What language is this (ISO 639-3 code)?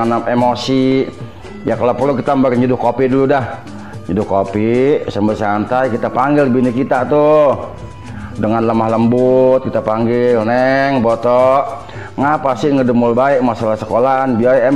bew